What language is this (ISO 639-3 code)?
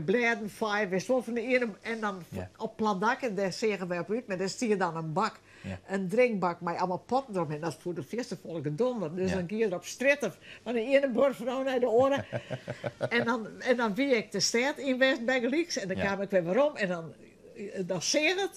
fry